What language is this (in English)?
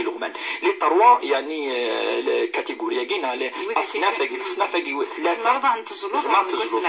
Kabyle